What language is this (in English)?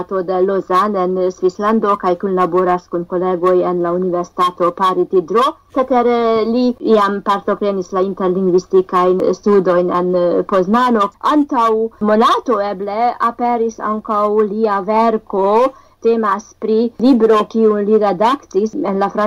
Esperanto